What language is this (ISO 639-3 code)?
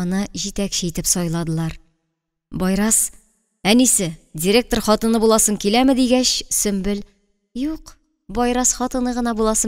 tat